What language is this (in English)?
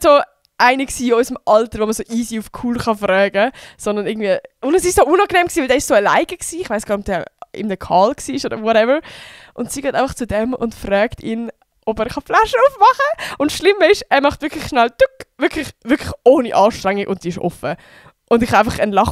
Swiss German